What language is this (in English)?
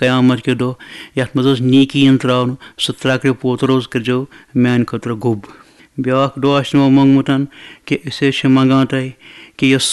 Kashmiri